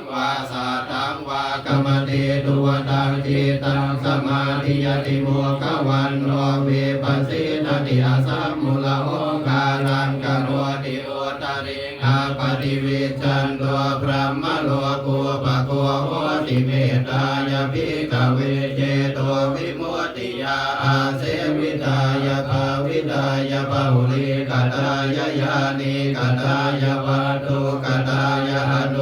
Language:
Pali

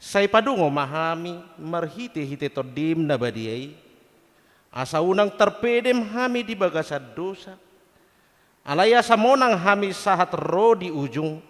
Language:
Batak Toba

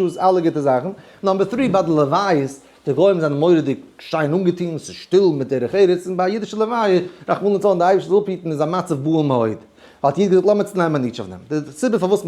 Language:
Yiddish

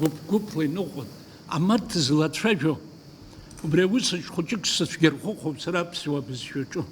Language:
Abkhazian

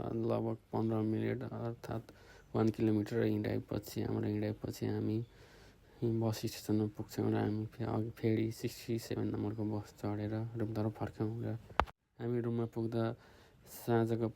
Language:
Nepali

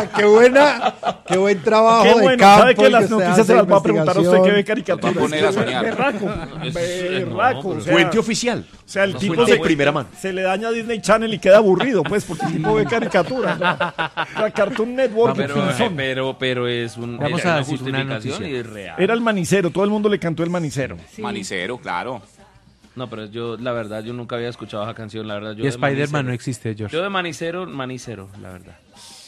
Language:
Spanish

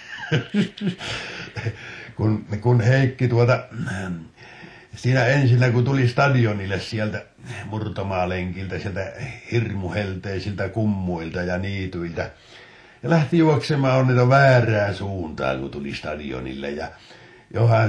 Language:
Finnish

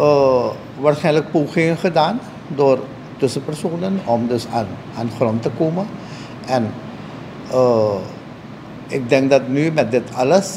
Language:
Dutch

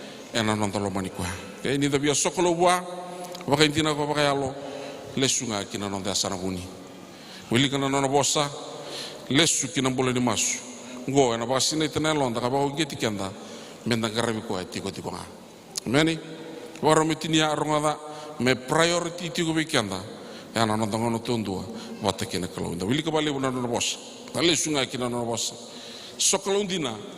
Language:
Fijian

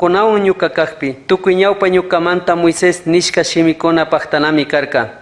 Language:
Chimborazo Highland Quichua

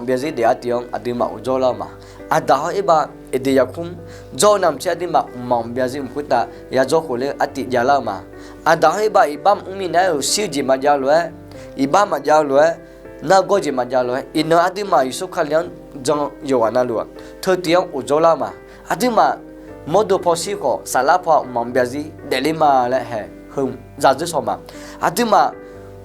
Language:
Akha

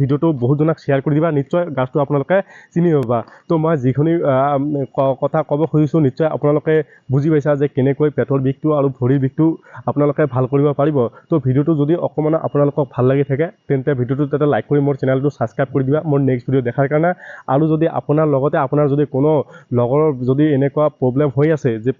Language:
Assamese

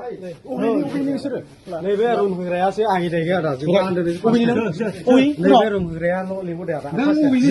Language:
Bodo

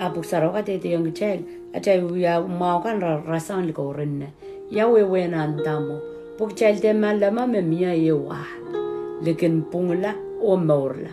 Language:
Pohnpeian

